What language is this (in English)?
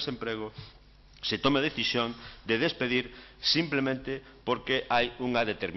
Galician